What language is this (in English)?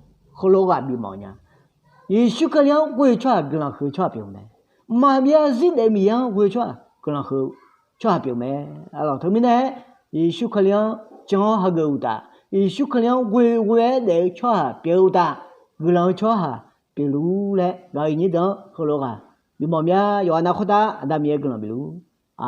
Akha